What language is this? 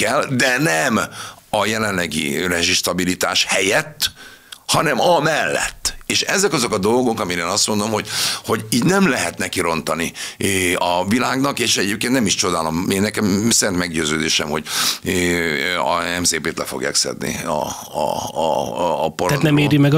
Hungarian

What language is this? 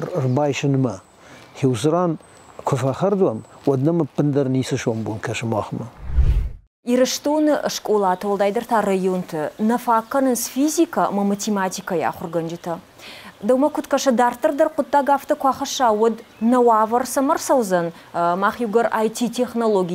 Ossetic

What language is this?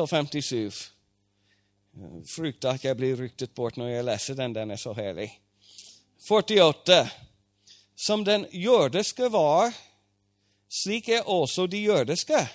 Norwegian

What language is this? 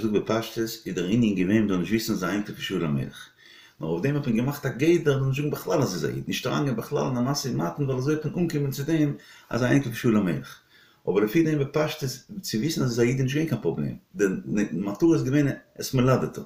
Yiddish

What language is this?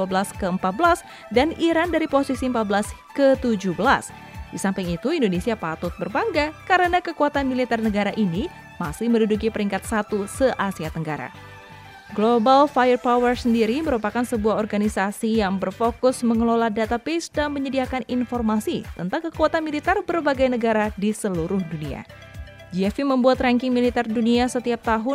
Indonesian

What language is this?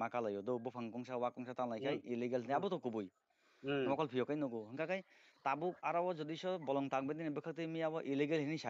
Kok Borok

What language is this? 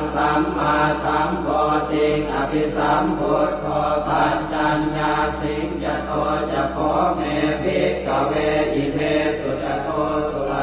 Pali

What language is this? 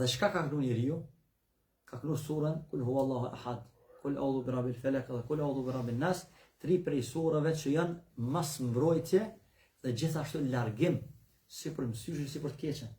Albanian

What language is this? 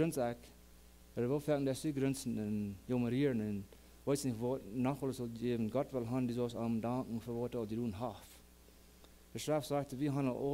Plautdietsch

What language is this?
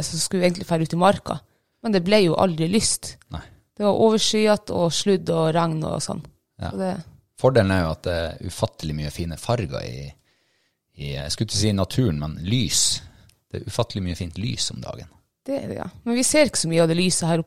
Norwegian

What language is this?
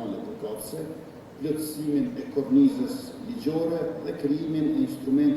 Albanian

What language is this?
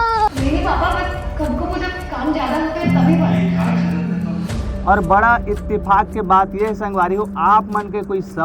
Chhattisgarhi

